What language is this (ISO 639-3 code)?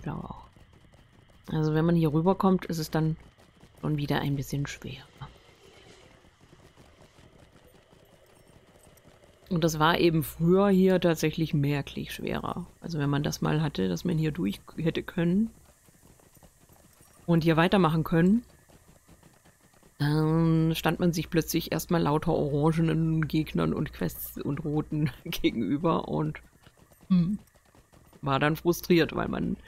deu